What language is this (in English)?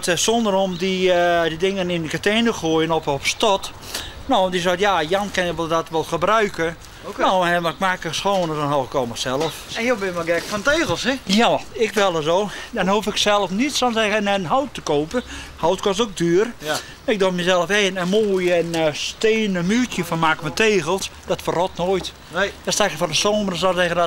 Western Frisian